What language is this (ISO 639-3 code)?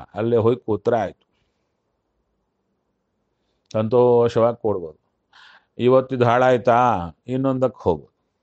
kan